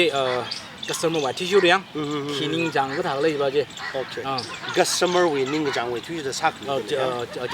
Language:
Tangkhul Naga (India)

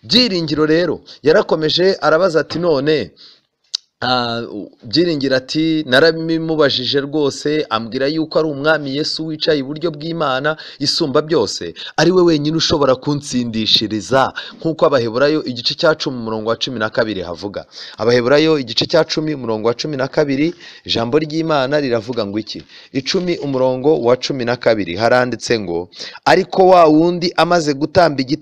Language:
Kinyarwanda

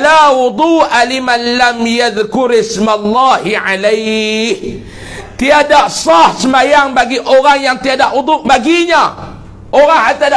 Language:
Malay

